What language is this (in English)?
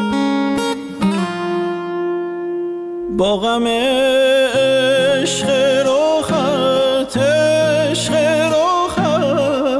Persian